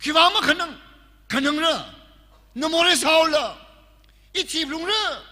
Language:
Tangkhul Naga (India)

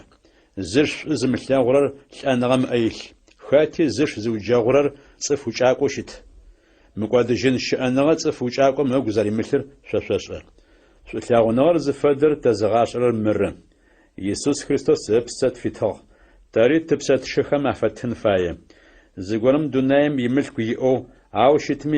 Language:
Adyghe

